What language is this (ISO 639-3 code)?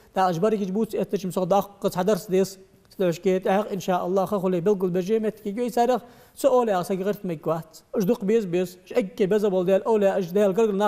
inh